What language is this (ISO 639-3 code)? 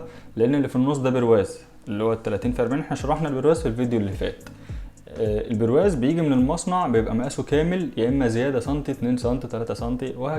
arz